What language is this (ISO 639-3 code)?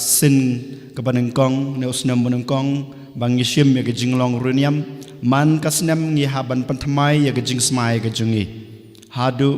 kha